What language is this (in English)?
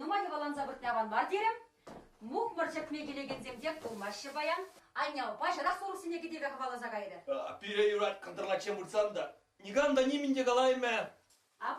Chuvash